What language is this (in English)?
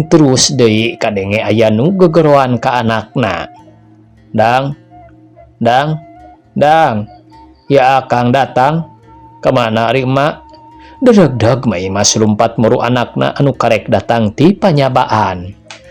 Sundanese